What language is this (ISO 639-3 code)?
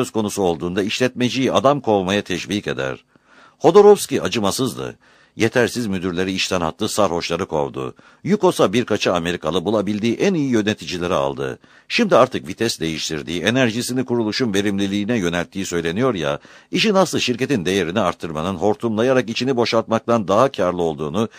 tur